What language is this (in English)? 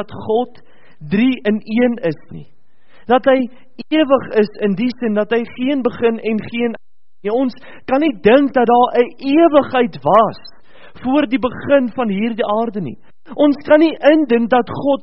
Afrikaans